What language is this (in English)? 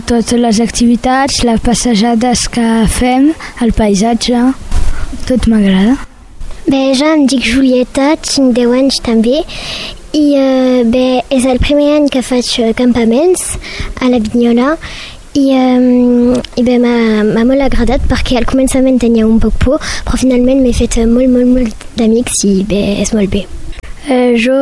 Catalan